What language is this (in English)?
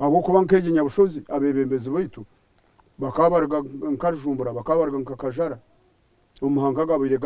Nyankole